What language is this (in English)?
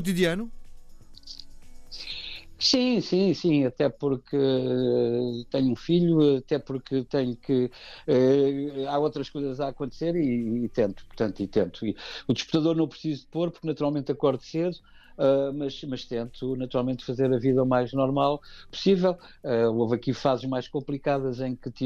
Portuguese